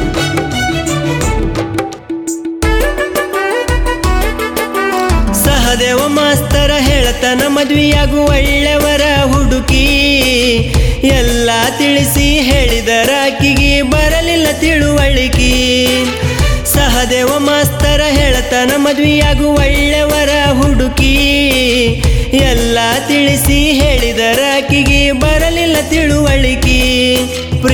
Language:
Kannada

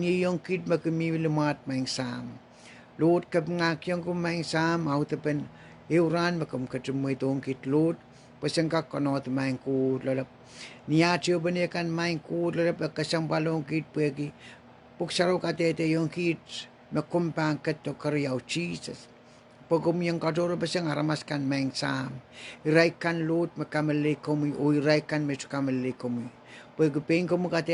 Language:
Pohnpeian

